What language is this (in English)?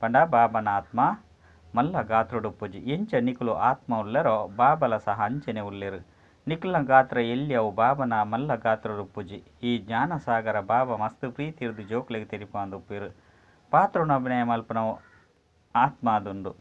Tulu